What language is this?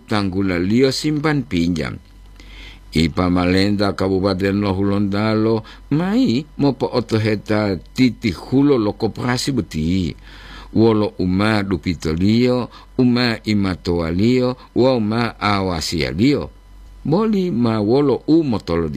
Gorontalo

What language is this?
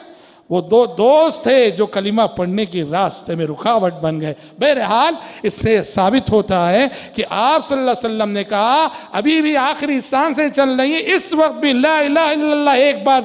Urdu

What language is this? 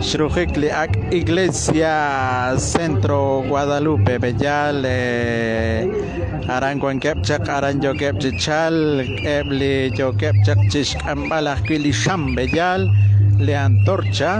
Kekchí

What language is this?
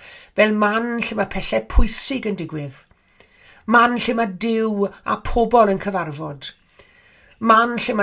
Welsh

